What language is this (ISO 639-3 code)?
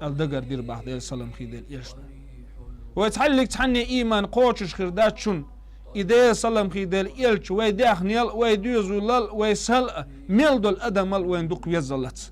che